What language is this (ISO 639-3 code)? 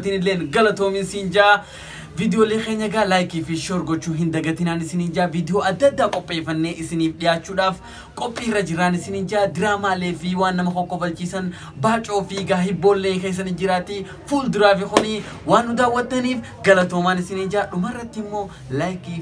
orm